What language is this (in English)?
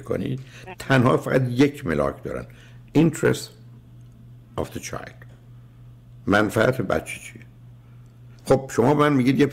Persian